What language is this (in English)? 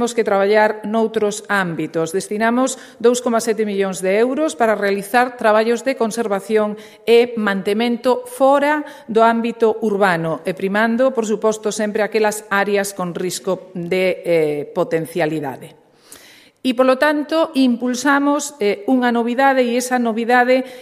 Galician